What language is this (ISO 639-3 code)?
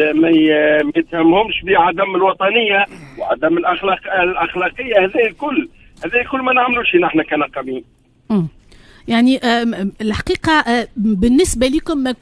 aeb